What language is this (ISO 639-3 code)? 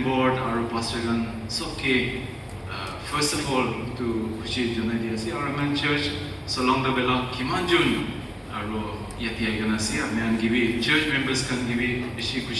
nag